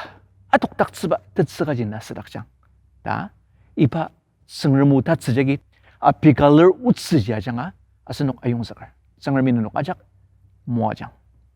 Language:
Ao Naga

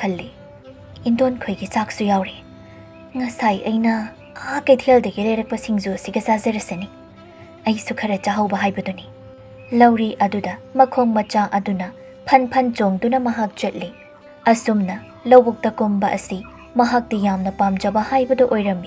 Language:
Manipuri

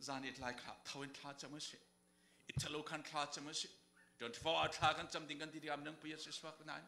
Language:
Falam Chin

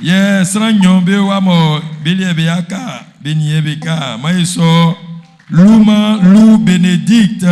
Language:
Baoulé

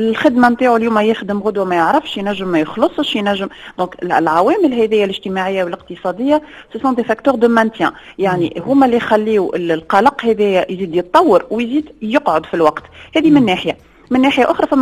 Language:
Tunisian Arabic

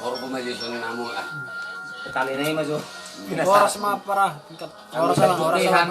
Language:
Batak Toba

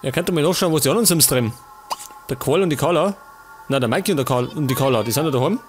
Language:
Bavarian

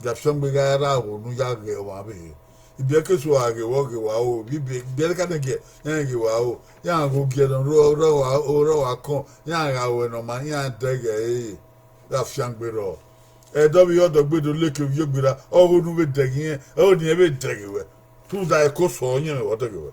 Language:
Bini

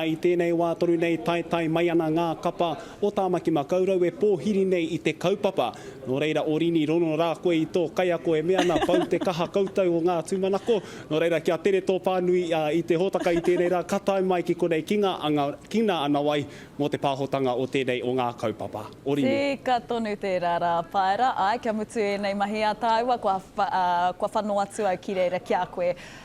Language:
Māori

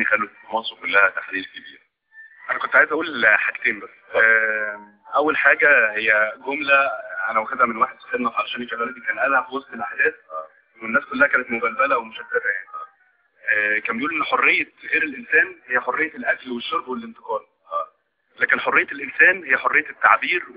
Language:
Egyptian Arabic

